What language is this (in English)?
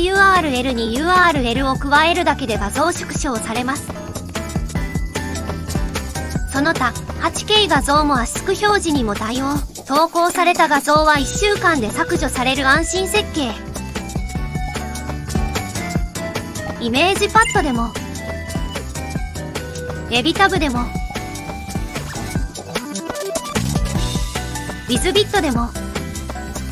Japanese